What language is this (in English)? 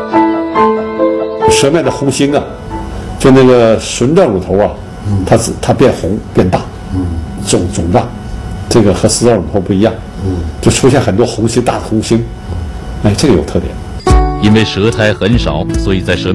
Chinese